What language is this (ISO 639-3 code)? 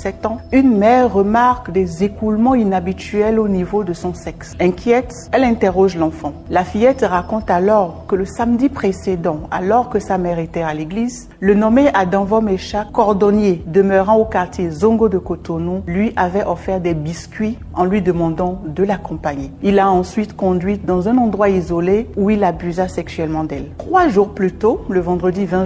fra